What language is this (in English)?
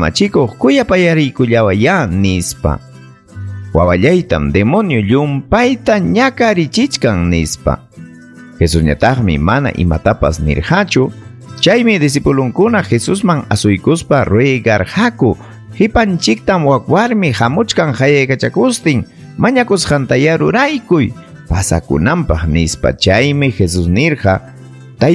Ayacucho Quechua